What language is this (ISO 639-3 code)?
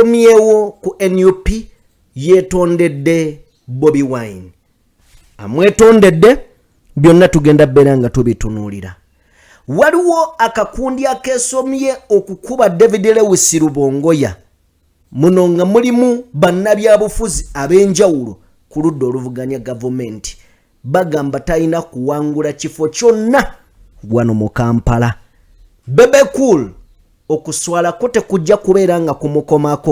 lug